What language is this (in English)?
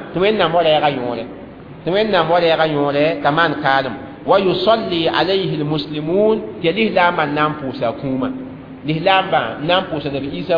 Mossi